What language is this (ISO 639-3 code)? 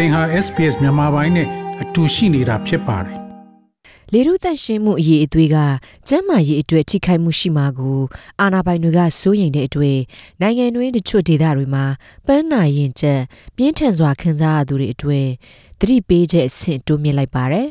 mya